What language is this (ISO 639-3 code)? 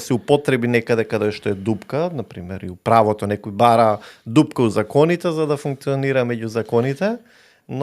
mkd